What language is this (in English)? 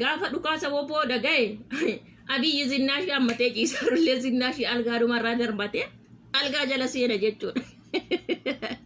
Oromo